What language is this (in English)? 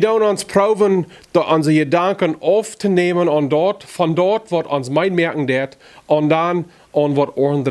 Plautdietsch